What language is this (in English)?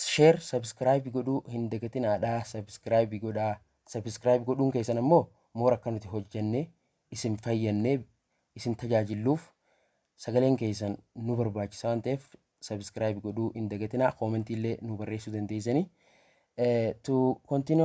Oromo